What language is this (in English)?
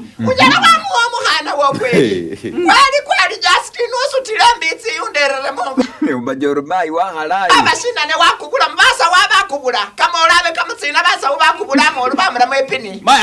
Masaaba